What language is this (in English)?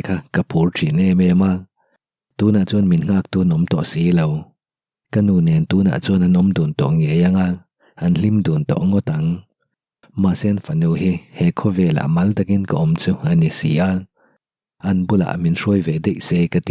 Mizo